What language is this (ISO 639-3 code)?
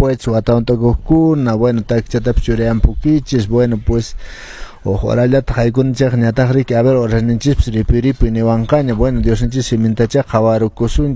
que